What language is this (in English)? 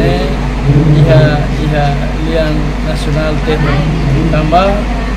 Tetum